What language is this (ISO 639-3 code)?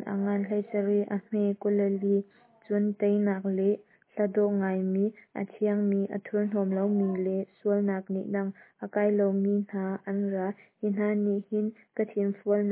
cnh